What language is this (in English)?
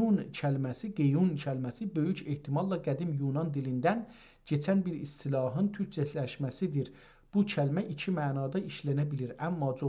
South Azerbaijani